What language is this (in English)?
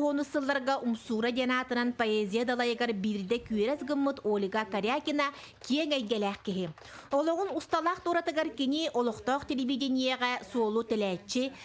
Yakut